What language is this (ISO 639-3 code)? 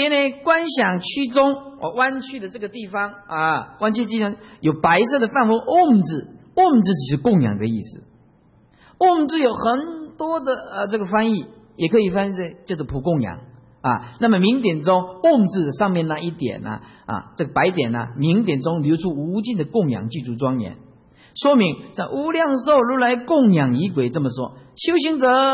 zho